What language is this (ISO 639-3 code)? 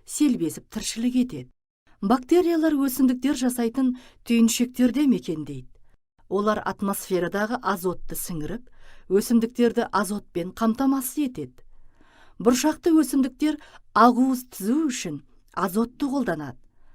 kaz